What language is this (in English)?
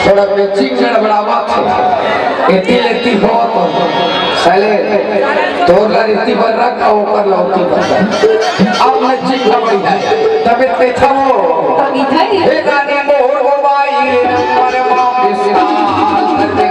Chhattisgarhi